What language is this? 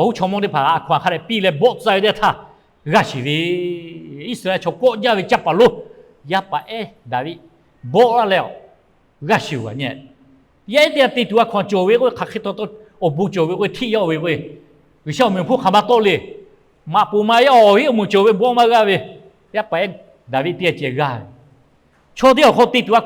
Lahu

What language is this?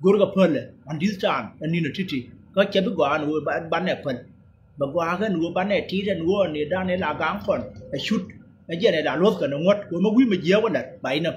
Nuer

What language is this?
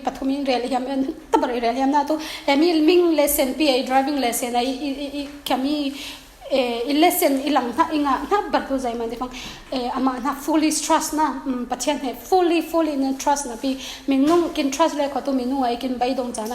Falam Chin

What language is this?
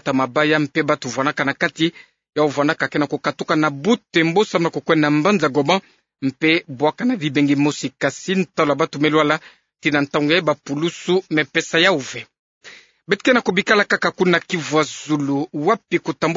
Kituba (Democratic Republic of Congo)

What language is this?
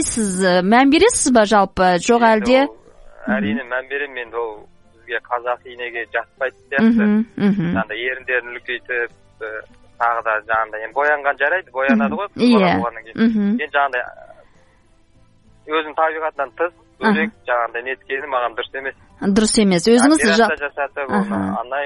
Kazakh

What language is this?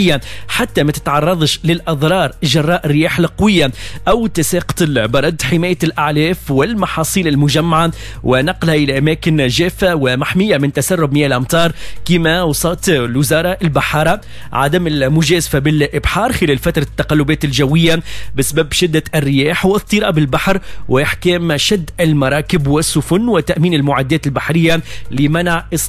Tunisian Arabic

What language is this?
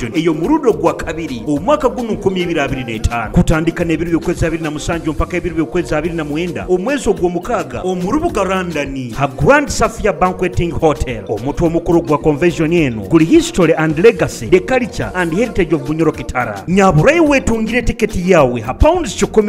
Nyoro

